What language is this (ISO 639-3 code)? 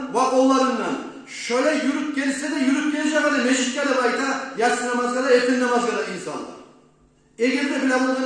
kum